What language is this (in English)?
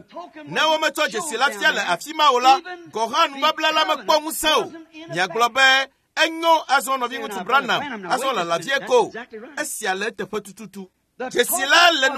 Ewe